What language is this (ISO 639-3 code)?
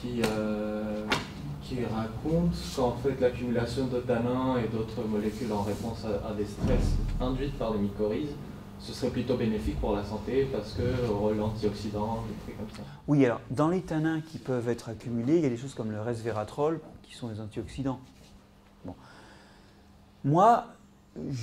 fra